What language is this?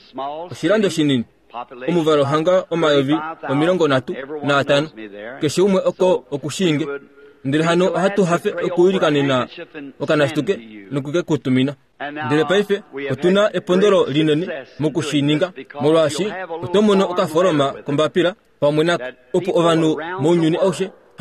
Kuanyama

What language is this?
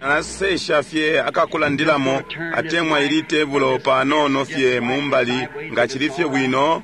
Bemba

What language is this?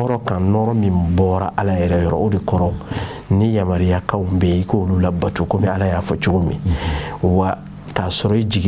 Bambara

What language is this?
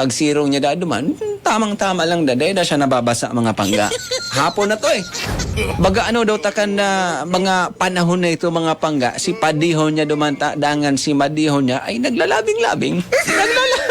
Bikol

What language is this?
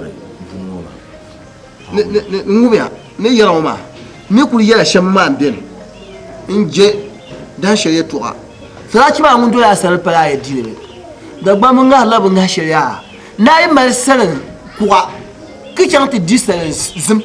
Dagbani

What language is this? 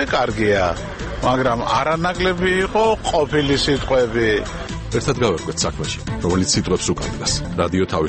Georgian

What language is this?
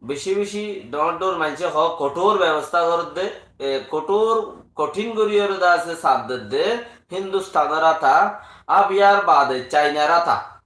Rohingya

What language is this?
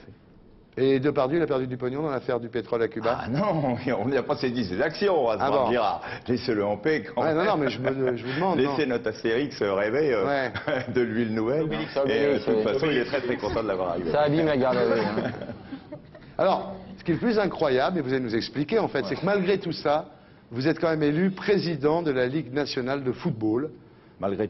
French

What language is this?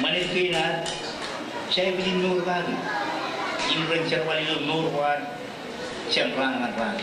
Marshallese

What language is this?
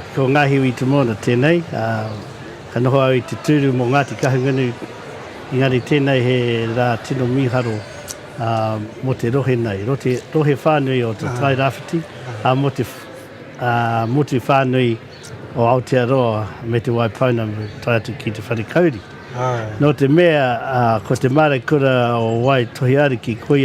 Māori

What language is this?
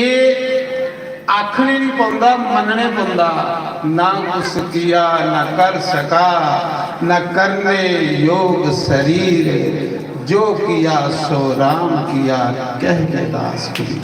Dogri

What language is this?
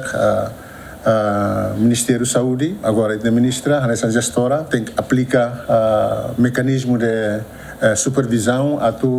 Tetum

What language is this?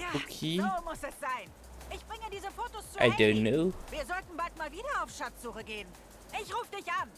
Bavarian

